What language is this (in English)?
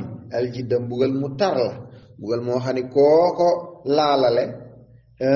Wolof